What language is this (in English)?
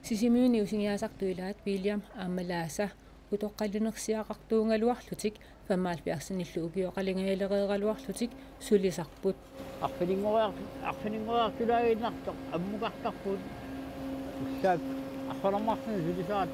Kalaallisut